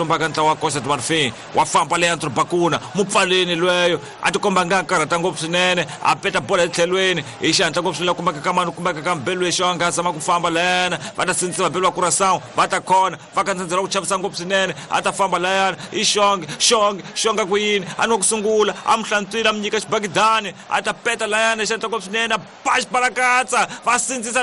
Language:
Tsonga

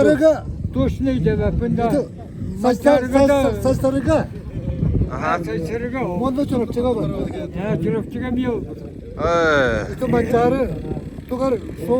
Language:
Yakut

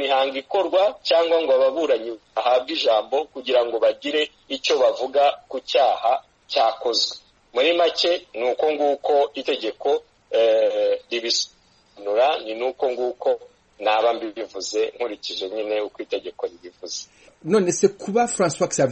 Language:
Kinyarwanda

